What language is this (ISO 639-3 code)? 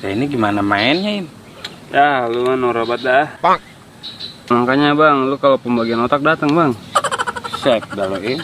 bew